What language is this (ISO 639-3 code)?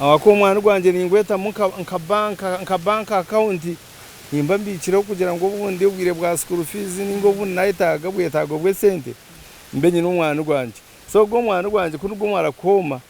nyn